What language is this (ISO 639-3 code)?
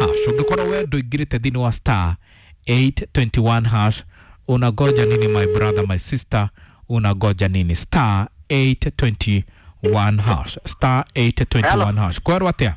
kik